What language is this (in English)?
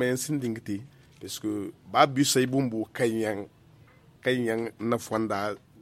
Zarma